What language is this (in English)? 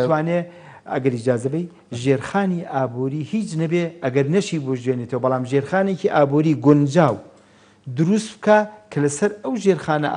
Central Kurdish